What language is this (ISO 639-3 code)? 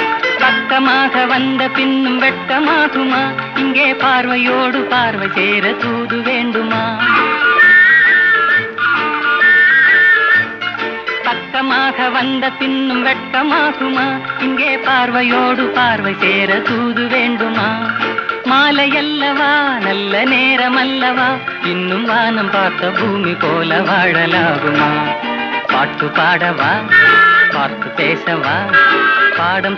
tam